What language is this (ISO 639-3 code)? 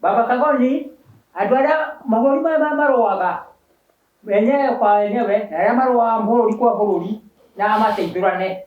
kik